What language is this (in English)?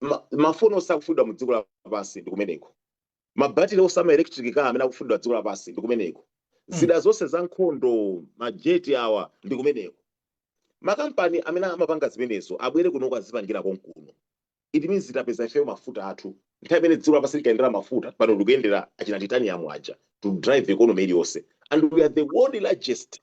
Nyanja